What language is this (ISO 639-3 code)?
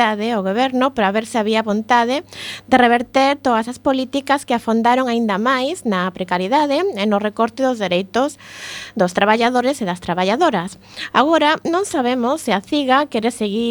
glg